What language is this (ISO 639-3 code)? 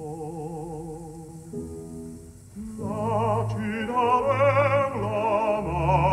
ita